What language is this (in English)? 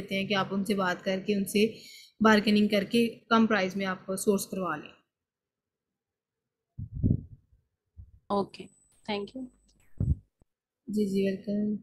Hindi